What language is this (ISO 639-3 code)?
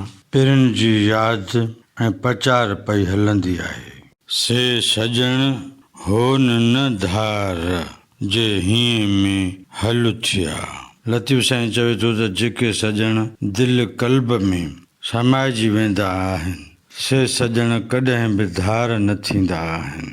snd